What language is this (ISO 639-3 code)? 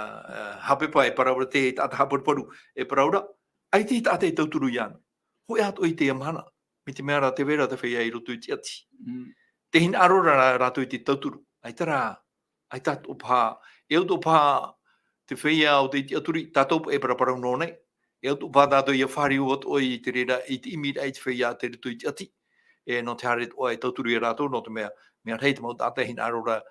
tah